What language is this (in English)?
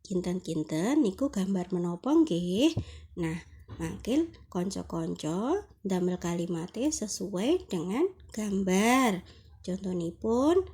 Javanese